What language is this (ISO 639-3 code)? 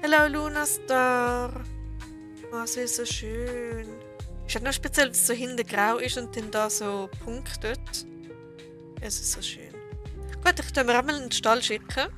gsw